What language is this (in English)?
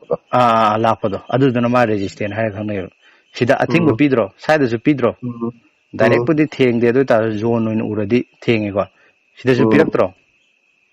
Manipuri